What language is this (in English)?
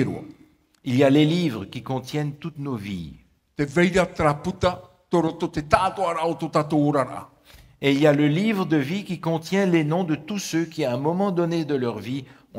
Tahitian